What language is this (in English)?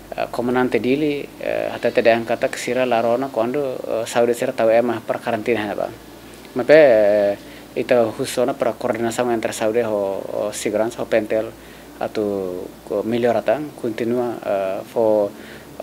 Tetum